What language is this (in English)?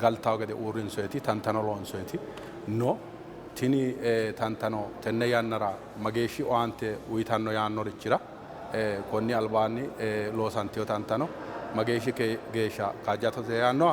Sidamo